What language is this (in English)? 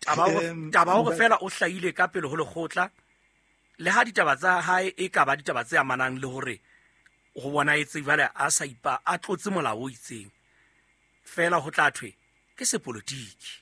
Southern Sotho